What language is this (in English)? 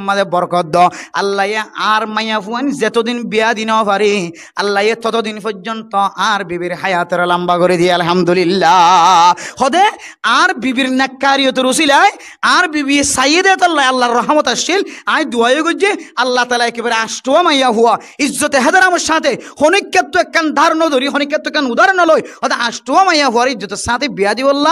Rohingya